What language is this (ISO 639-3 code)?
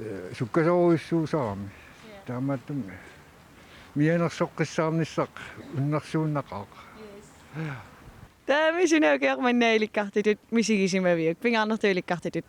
kal